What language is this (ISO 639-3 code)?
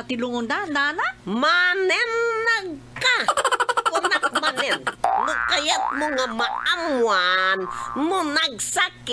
ilo